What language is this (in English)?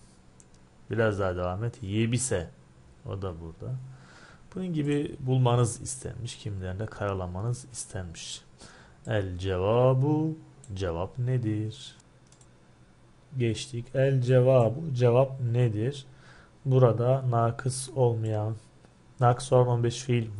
Turkish